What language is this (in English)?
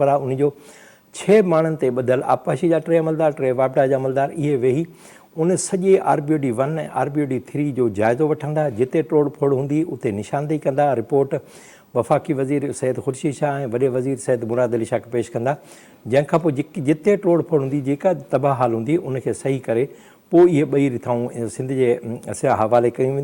Sindhi